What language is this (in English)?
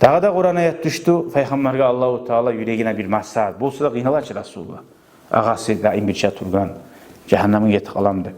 Kumyk